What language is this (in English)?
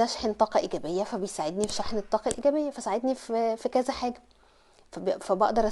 Egyptian Arabic